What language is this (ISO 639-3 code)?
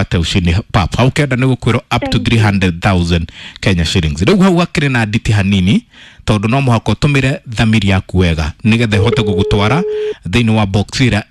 kik